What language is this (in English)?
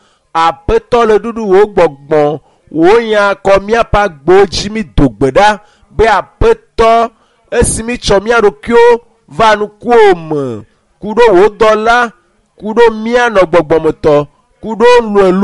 Ewe